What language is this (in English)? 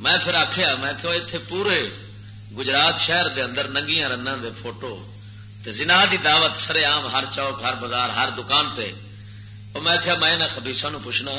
Western Panjabi